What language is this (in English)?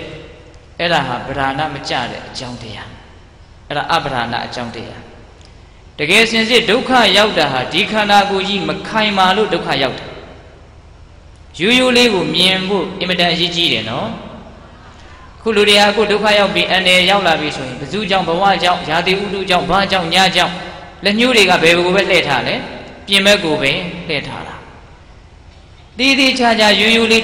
Burmese